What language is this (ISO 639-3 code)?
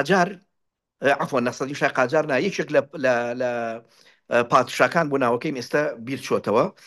ckb